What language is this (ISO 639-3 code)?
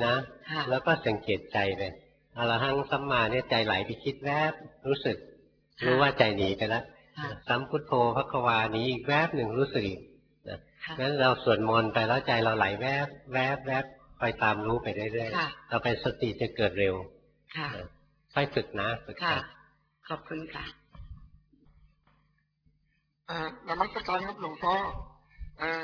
tha